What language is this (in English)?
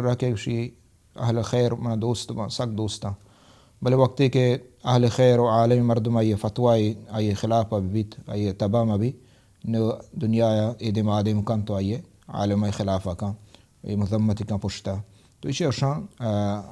Baluchi